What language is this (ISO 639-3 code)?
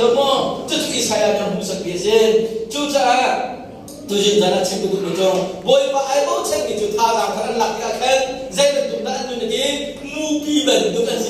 cnh